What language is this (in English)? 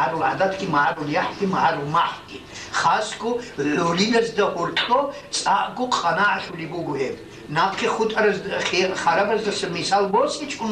Avaric